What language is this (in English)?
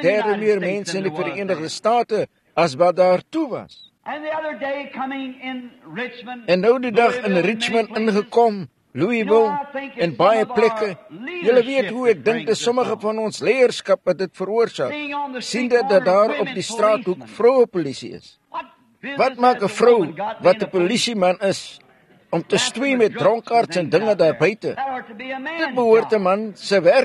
Afrikaans